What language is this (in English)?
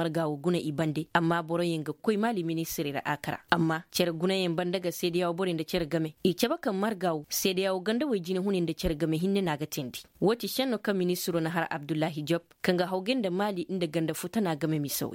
Koyraboro Senni